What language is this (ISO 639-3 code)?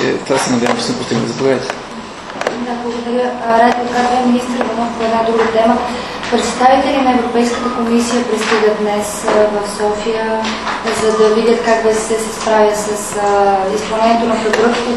bul